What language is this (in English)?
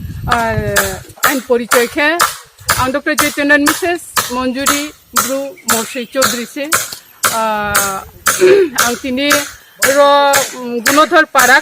Riang (India)